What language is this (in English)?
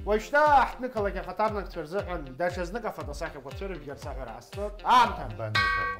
Abkhazian